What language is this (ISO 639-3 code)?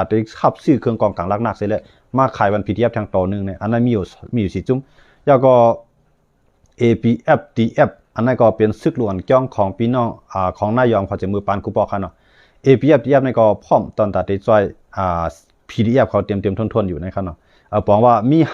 shn